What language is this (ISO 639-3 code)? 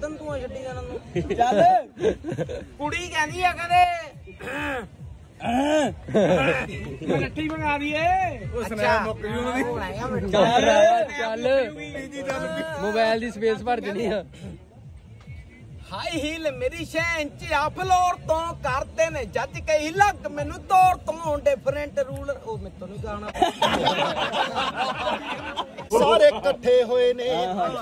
pan